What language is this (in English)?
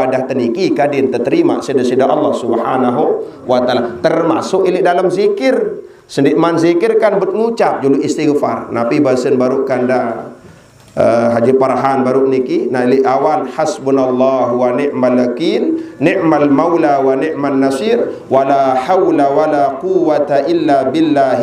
Sasak